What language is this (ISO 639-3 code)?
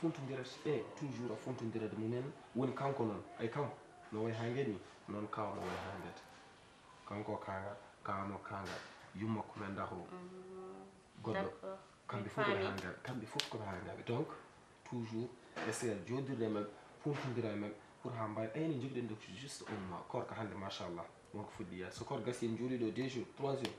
ful